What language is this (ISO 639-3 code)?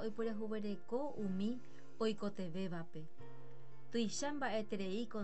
grn